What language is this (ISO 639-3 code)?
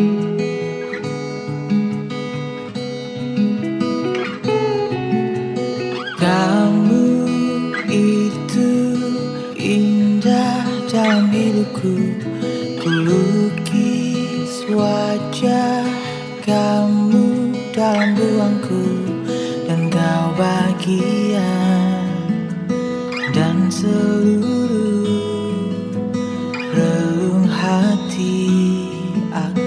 ind